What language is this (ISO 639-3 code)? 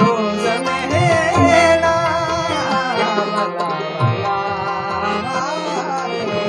skr